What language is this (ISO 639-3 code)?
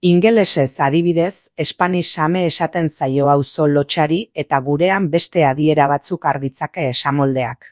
eus